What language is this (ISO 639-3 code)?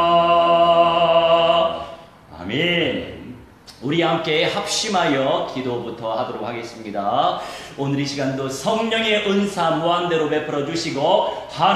kor